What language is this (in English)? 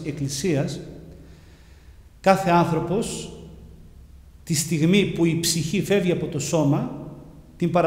Greek